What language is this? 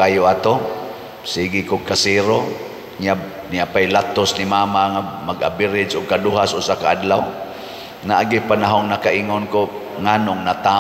Cebuano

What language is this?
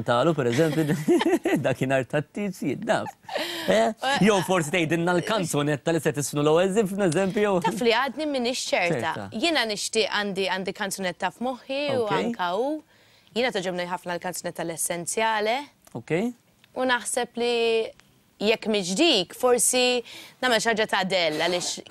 Maltese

